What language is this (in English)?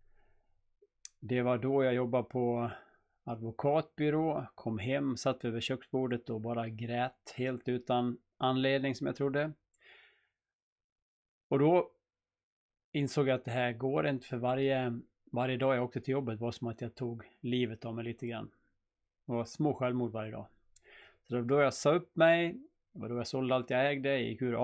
Swedish